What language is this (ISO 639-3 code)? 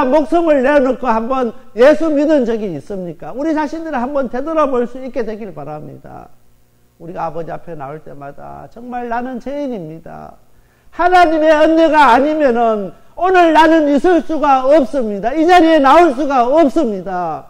kor